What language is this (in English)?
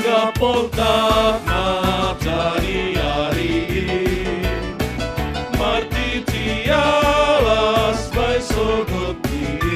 Batak Simalungun